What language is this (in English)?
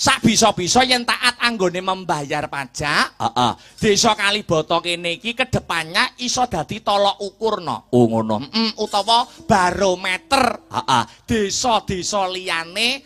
Javanese